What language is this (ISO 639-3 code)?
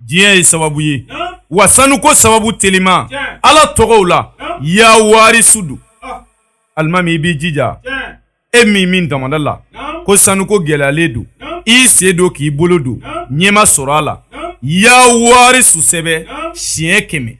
bam